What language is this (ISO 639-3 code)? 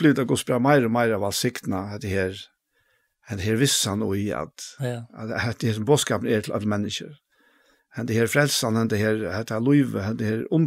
fao